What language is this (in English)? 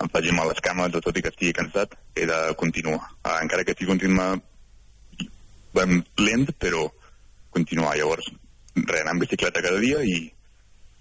Catalan